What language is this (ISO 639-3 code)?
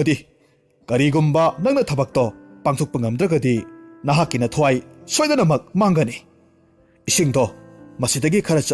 mni